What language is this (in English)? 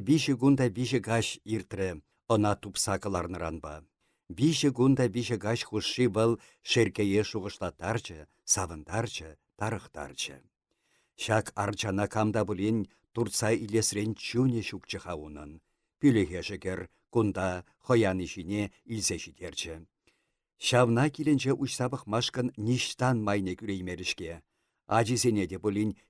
Chuvash